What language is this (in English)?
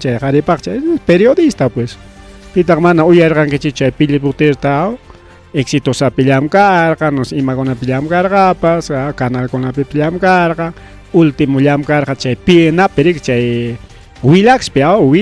Ayacucho Quechua